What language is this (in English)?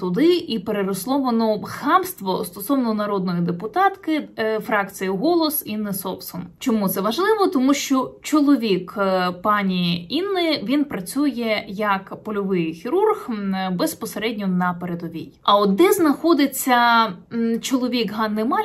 Ukrainian